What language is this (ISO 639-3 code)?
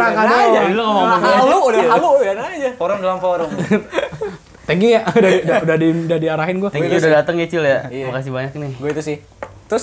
ind